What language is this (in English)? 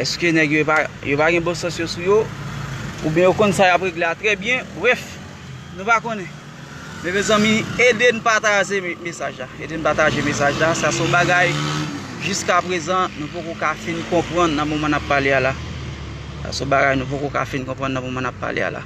Haitian Creole